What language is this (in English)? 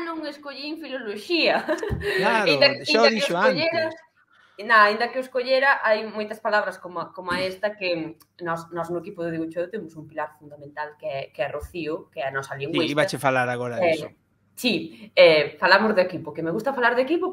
Galician